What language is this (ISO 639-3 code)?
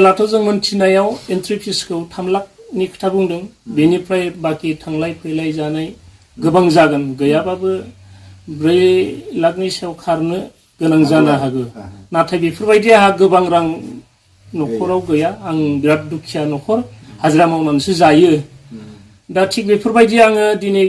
brx